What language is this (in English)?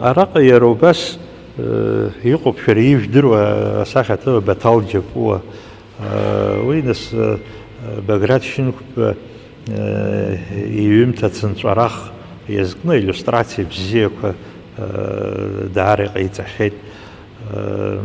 Abkhazian